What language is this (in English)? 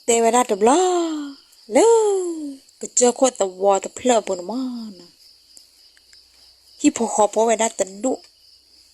S'gaw Karen